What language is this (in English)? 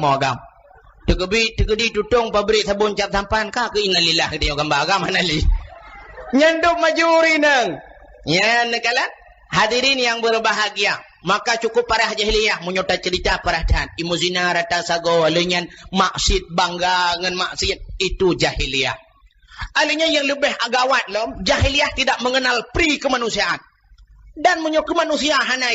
Achinese